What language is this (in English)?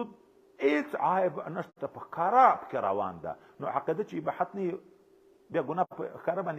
Pashto